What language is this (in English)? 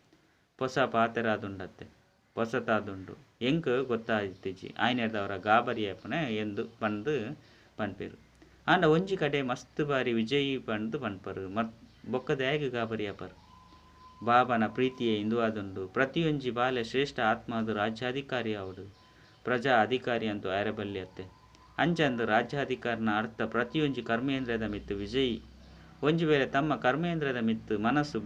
Tulu